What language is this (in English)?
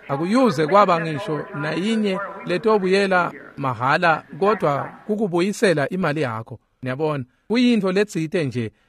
Swati